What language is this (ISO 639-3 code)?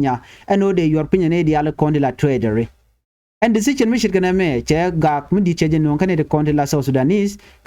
nus